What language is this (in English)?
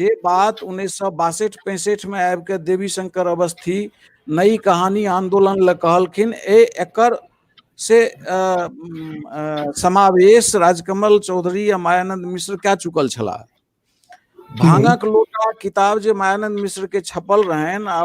Maithili